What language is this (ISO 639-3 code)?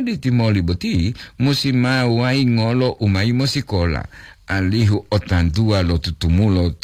gor